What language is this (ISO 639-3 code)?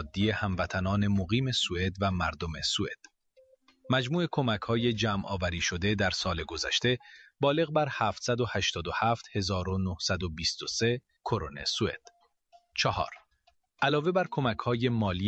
fas